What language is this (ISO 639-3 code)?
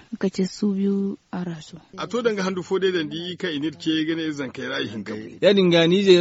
dje